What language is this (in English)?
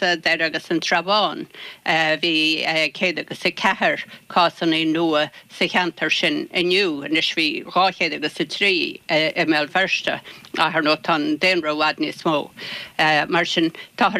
Irish